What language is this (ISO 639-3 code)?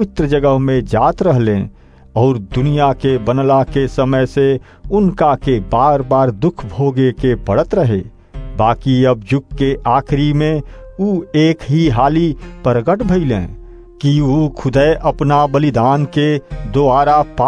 bho